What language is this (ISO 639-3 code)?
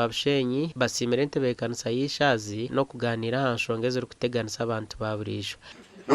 nyn